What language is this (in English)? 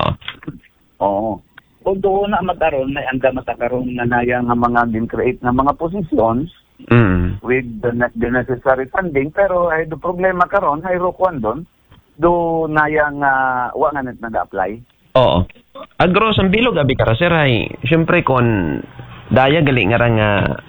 Aklanon